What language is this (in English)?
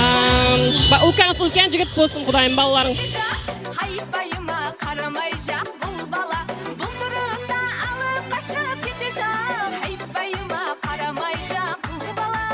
Kara-Kalpak